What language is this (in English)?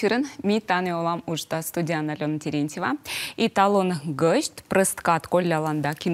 Komi